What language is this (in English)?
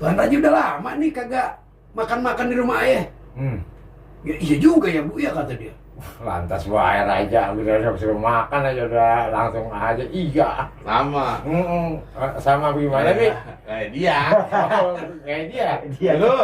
Betawi